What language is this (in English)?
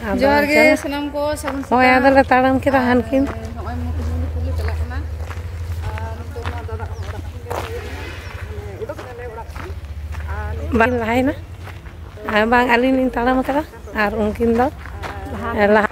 Santali